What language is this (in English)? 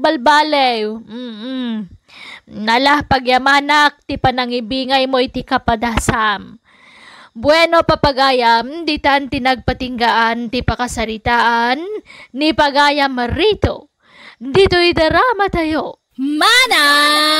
Iloko